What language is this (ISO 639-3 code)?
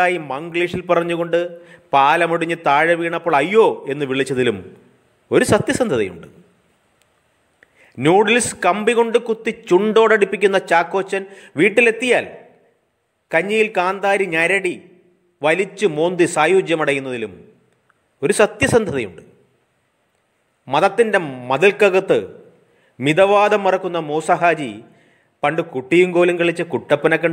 mal